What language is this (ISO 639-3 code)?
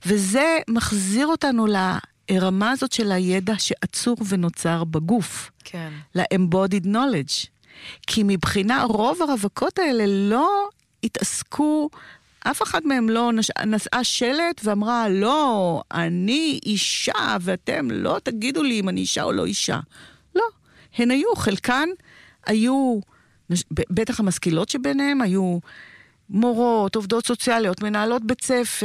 heb